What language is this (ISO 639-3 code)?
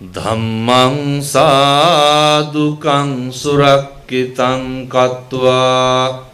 sin